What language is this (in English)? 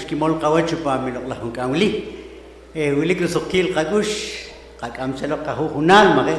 Poqomchi'